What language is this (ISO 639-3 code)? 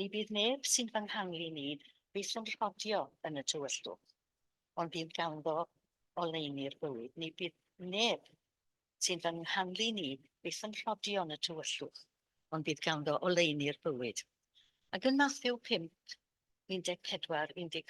cym